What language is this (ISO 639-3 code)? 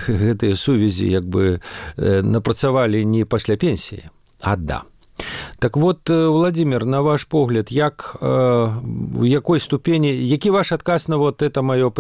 bel